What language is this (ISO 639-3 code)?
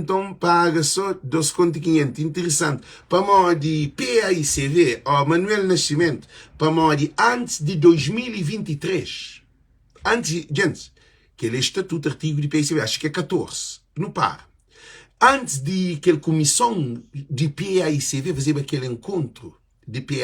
kea